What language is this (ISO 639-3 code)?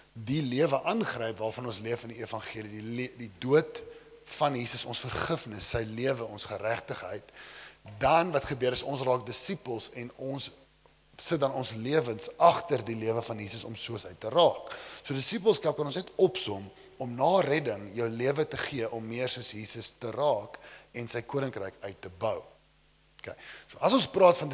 afr